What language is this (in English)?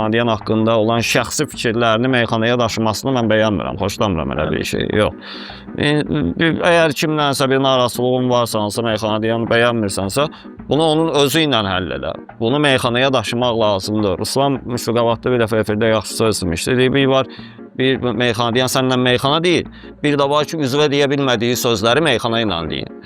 Azerbaijani